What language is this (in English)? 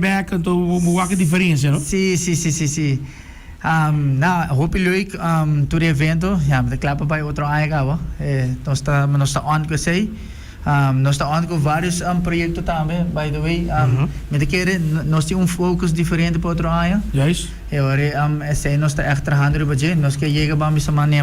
Papiamento